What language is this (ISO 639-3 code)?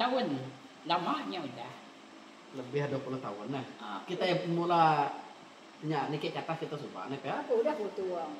iba